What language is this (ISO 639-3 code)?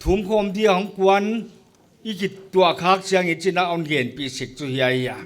pck